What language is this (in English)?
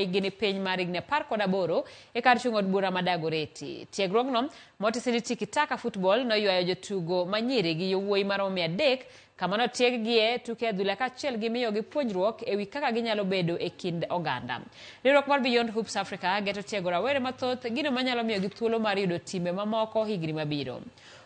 Luo (Kenya and Tanzania)